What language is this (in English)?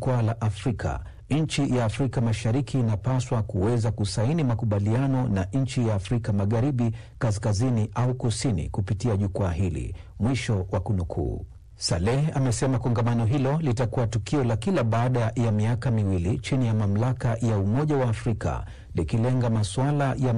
Swahili